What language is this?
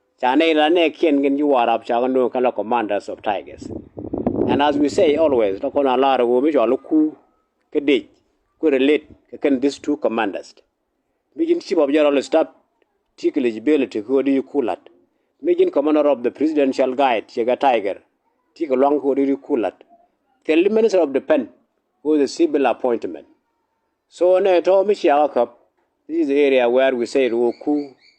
Nuer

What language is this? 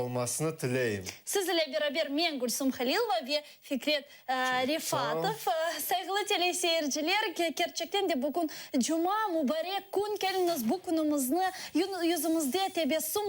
Crimean Tatar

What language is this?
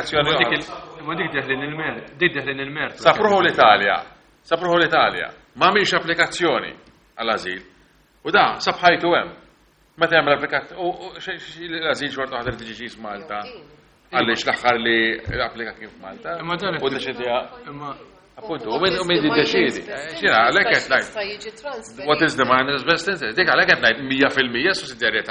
Maltese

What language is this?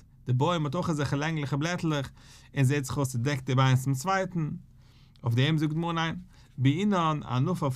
Yiddish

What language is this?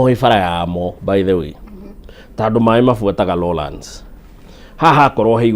Kikuyu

